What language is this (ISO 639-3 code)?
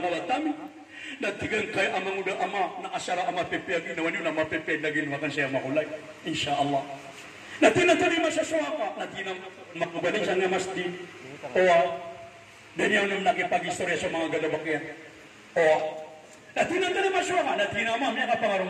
mrw